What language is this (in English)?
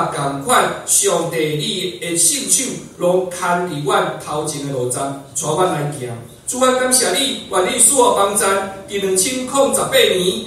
Min Nan Chinese